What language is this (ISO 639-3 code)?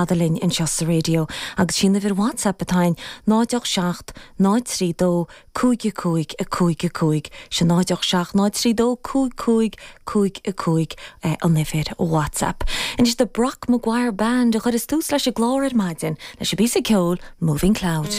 gle